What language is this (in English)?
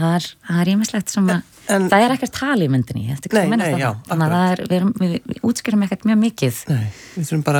Icelandic